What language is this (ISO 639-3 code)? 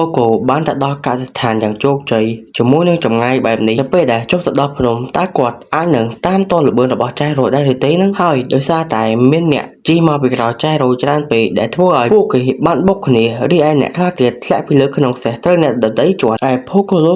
khm